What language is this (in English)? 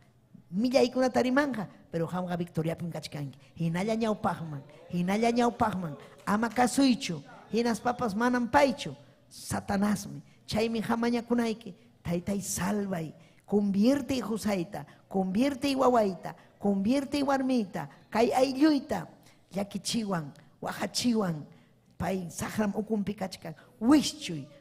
Ayacucho Quechua